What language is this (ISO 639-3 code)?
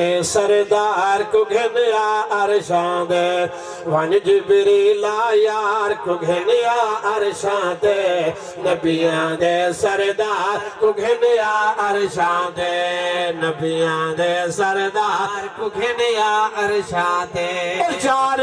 skr